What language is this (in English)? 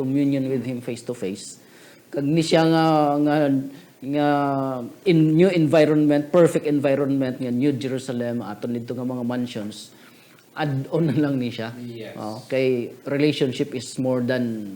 Hiligaynon